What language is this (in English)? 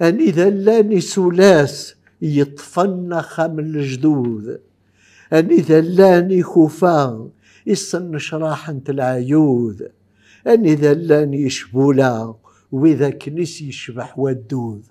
Kabyle